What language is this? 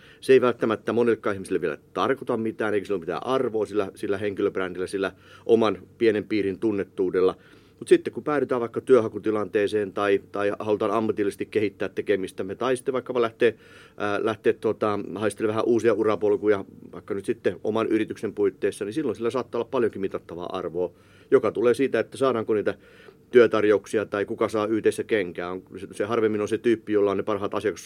Finnish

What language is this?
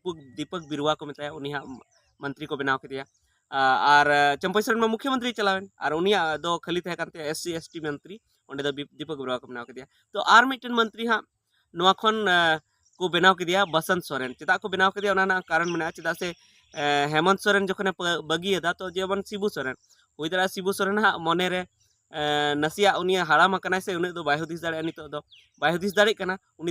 Santali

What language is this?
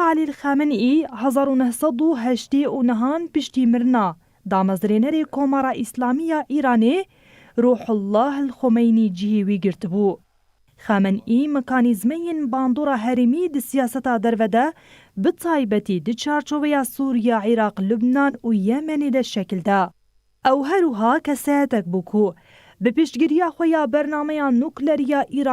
Kurdish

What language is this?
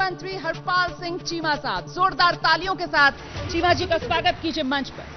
Hindi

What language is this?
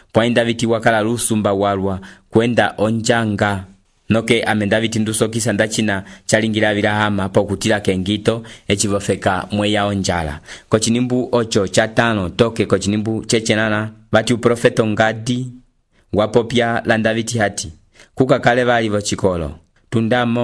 Umbundu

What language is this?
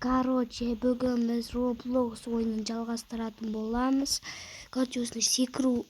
Kazakh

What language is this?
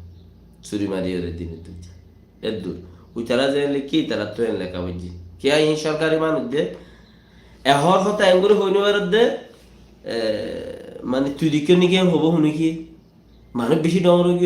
Rohingya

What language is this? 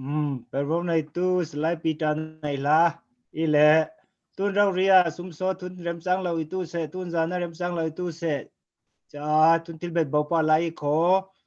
Falam Chin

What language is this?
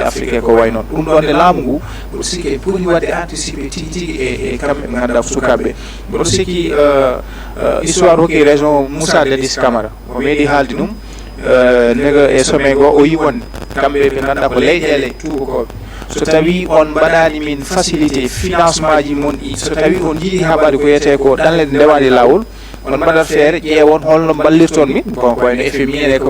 Fula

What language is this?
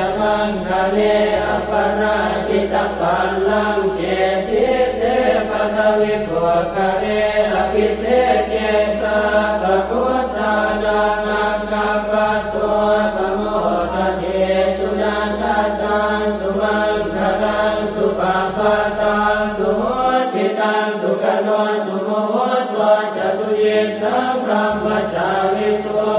Pali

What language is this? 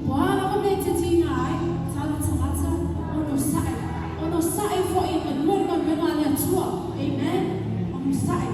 Samoan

